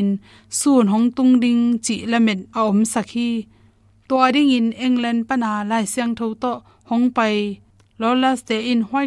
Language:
Tedim Chin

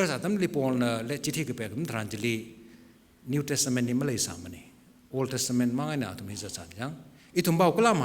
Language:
Tangkhul Naga (India)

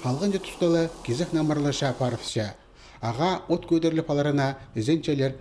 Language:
Khakas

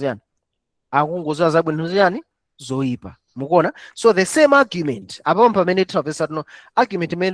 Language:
Nyanja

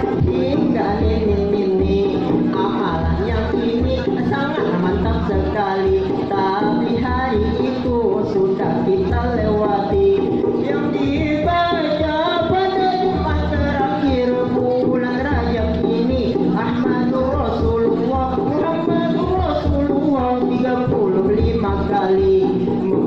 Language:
Banjar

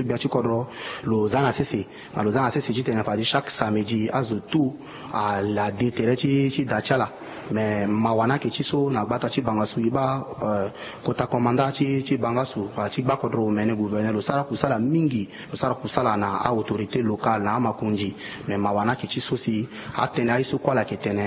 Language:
Sango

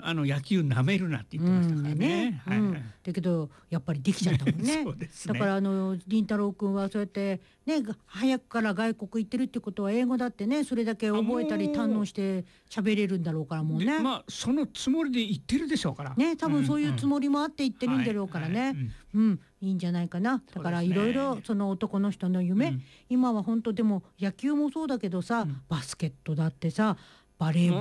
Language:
Japanese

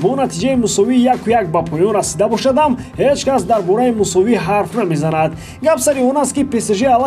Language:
Tajik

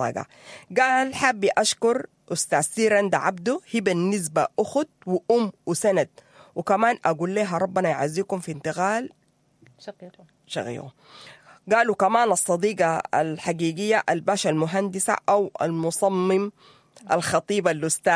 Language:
Sudanese Arabic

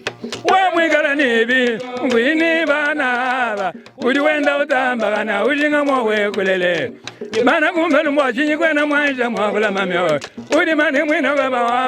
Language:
Luba-Lulua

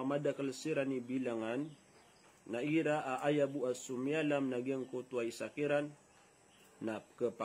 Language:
Maranao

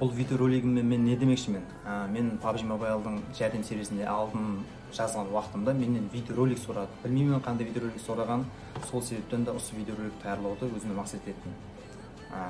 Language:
Kara-Kalpak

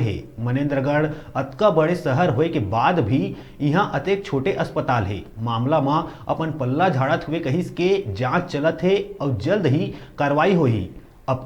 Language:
Chhattisgarhi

